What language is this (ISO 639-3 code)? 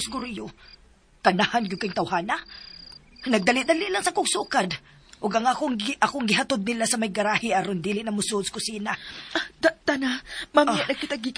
ceb